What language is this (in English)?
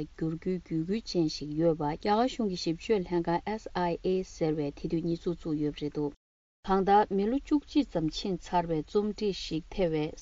Tibetan